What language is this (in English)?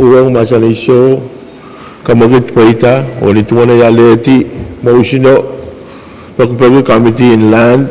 Pohnpeian